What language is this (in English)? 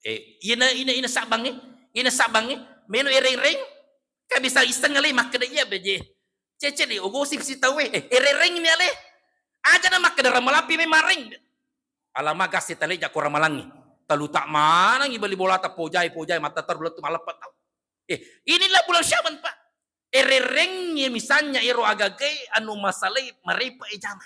Buginese